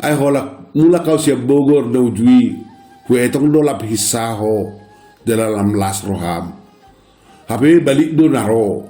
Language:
Batak Toba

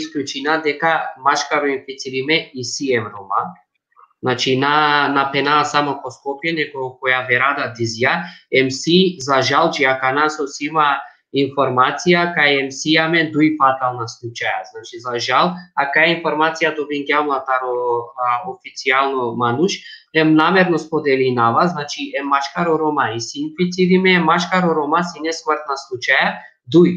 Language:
Balkan Romani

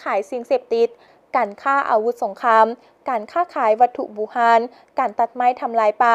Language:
Lao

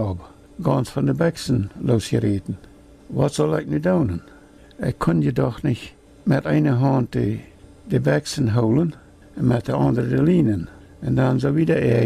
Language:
Plautdietsch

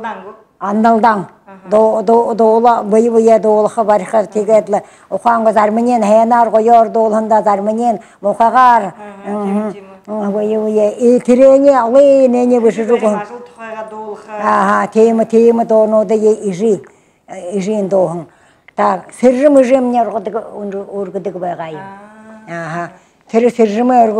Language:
Buriat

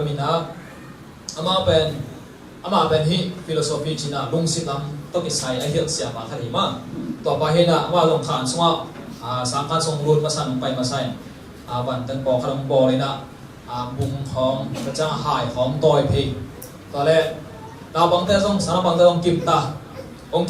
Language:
Tedim Chin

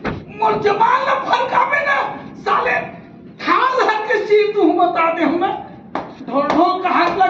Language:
Chhattisgarhi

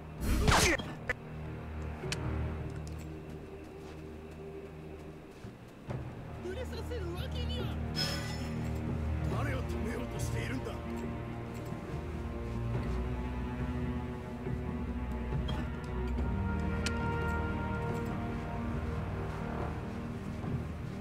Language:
Japanese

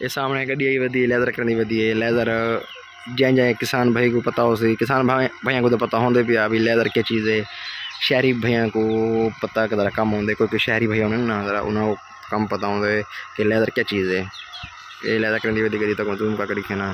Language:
Saraiki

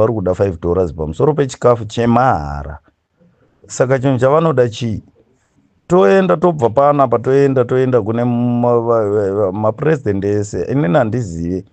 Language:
Shona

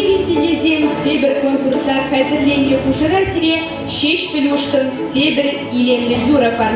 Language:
Chuvash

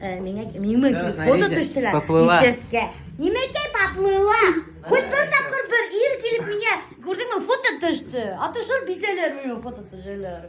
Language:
Bashkir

